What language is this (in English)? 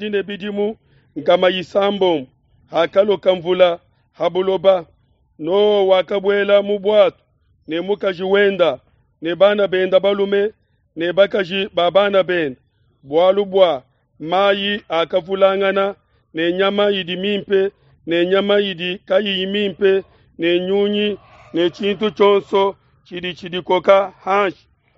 Luba-Lulua